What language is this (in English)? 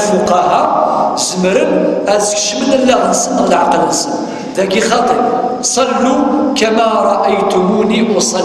Kabyle